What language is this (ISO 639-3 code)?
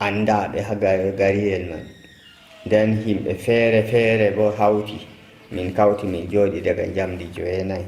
fuv